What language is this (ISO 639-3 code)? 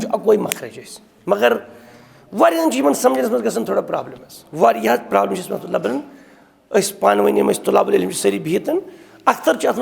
kas